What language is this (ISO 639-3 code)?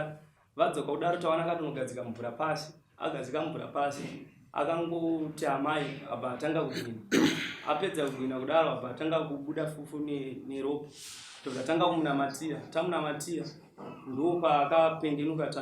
sna